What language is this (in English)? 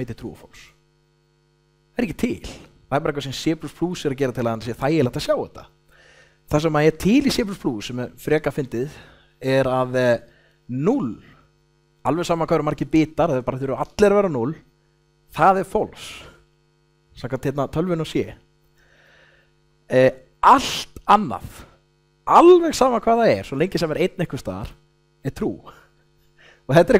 Icelandic